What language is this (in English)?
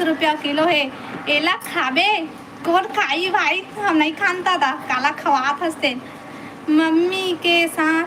Chhattisgarhi